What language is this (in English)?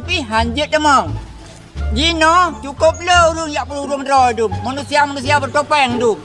Achinese